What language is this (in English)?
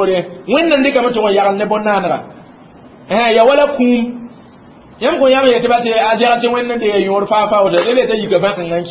Mossi